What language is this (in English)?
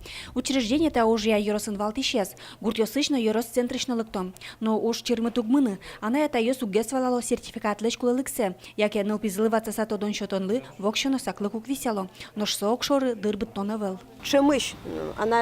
Udmurt